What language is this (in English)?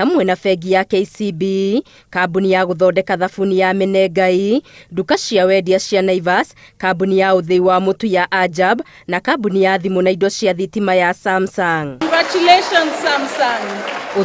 Kikuyu